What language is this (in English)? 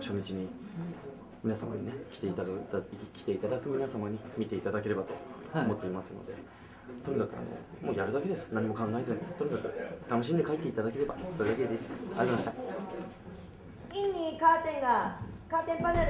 Japanese